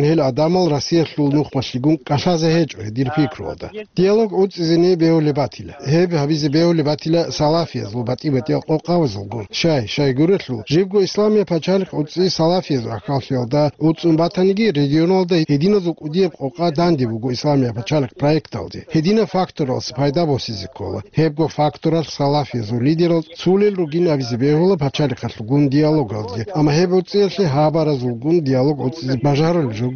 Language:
Avaric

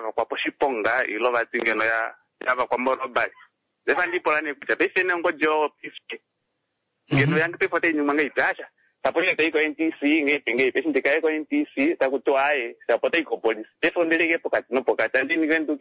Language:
Kuanyama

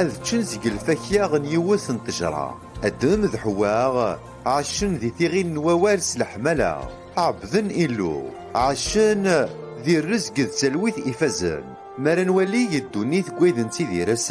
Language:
Kabyle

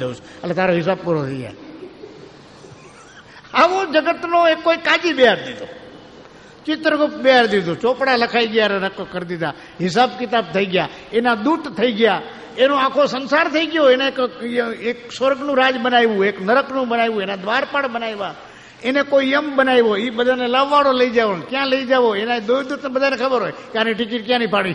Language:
Gujarati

